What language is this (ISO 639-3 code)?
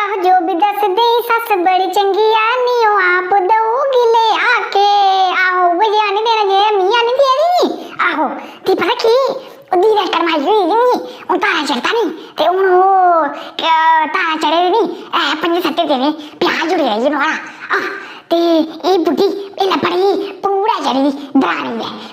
doi